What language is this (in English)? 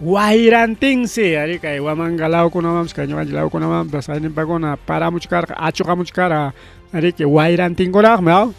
Ayacucho Quechua